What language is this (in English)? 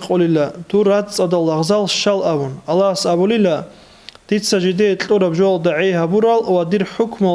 Avaric